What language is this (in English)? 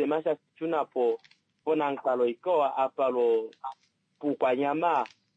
Kuanyama